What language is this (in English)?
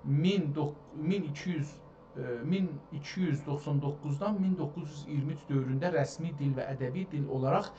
South Azerbaijani